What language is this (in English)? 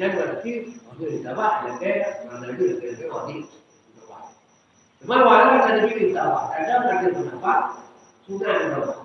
Achinese